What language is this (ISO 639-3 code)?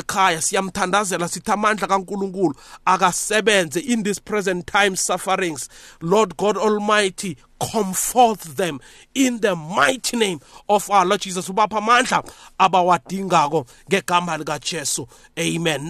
nbl